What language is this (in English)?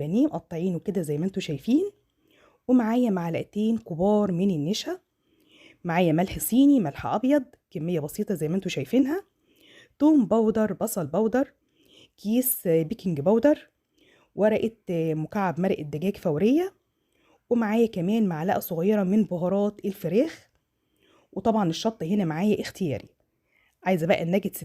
Egyptian Arabic